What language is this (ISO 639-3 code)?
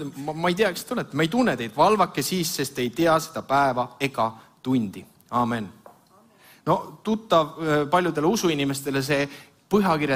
est